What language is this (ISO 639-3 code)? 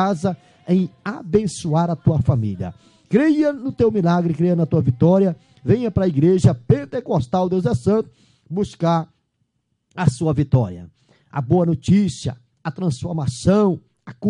por